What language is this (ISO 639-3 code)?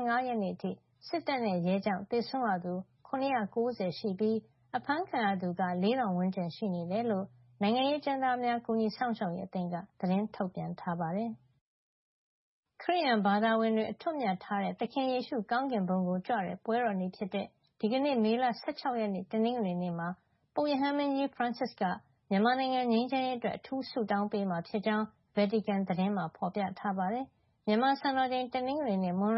mya